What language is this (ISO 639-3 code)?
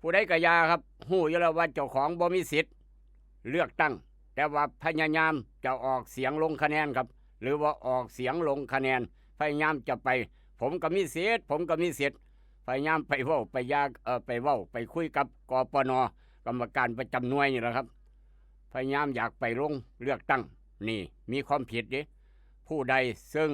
lao